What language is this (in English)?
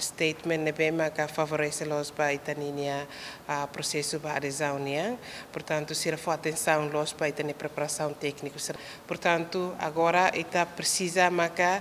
Tetum